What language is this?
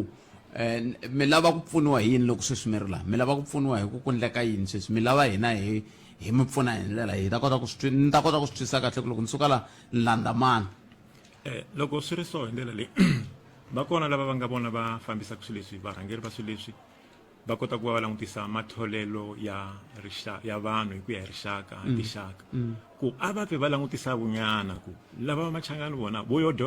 Tsonga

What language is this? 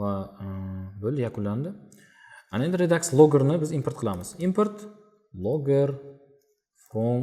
Uzbek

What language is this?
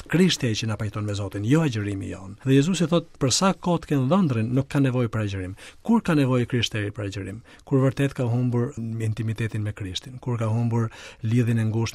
Albanian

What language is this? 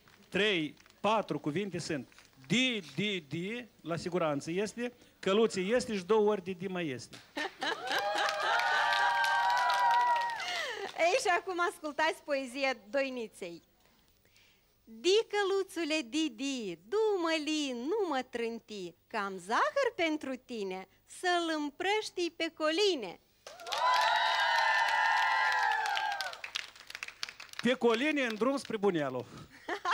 Romanian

